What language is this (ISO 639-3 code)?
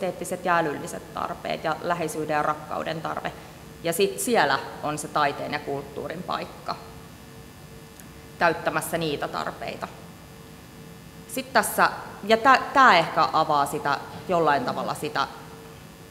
fin